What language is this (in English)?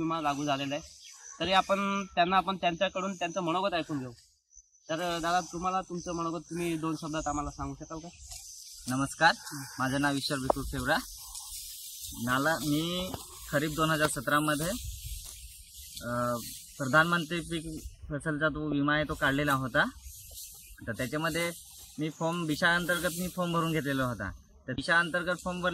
Marathi